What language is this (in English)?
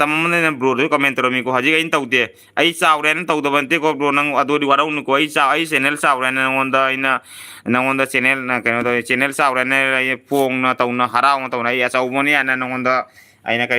Manipuri